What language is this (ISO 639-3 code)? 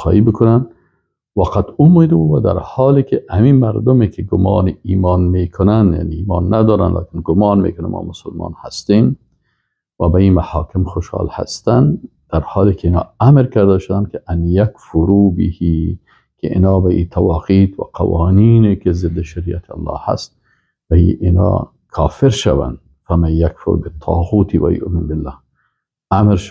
fas